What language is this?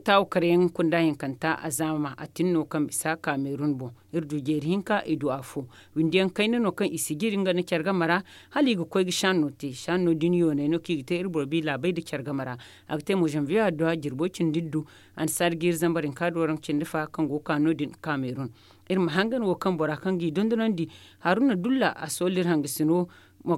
Zarma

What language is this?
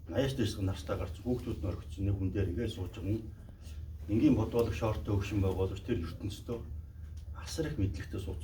Mongolian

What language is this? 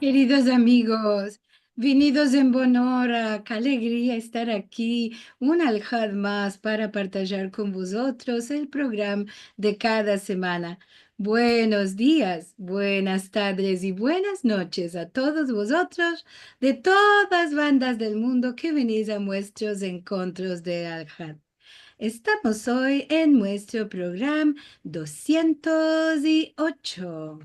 Ladino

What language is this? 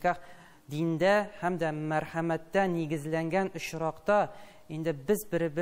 Tatar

